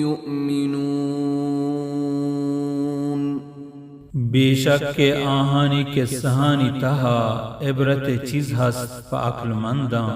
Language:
Baluchi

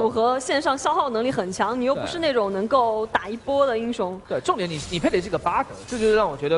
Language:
Chinese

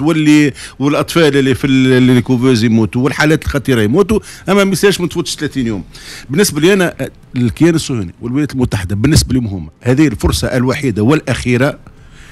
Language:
Tunisian Arabic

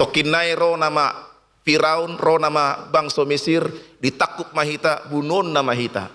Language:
Batak Toba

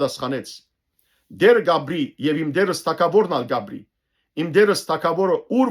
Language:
Western Armenian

